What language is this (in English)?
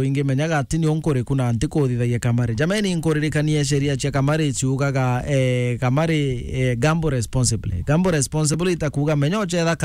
Meru